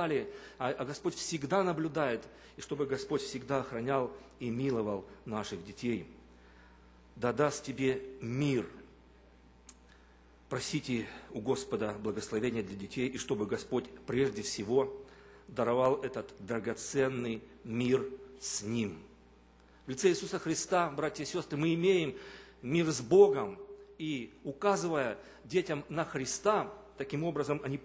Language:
Russian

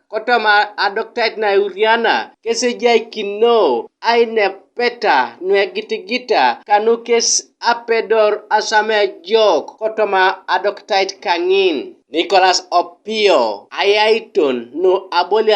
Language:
Teso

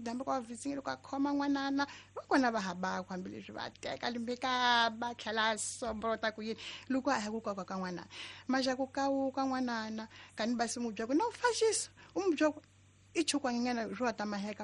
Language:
Tsonga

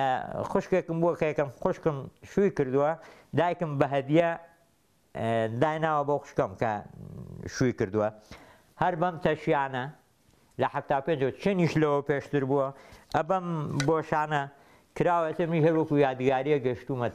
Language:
Central Kurdish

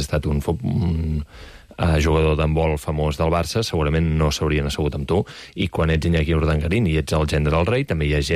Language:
Catalan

